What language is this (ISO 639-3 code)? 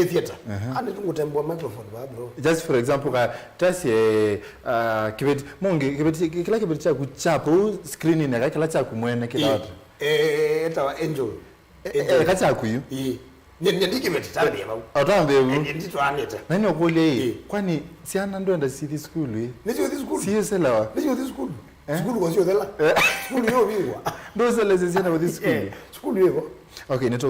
kam